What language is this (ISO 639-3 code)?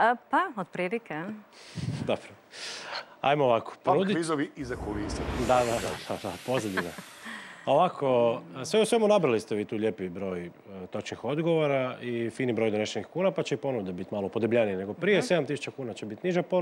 hrv